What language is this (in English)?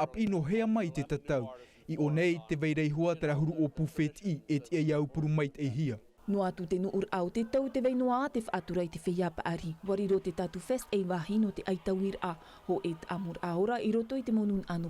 Tahitian